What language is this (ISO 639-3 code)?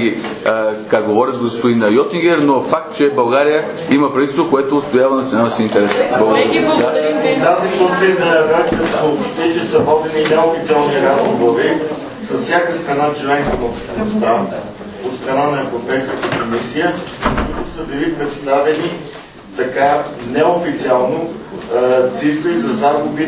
bul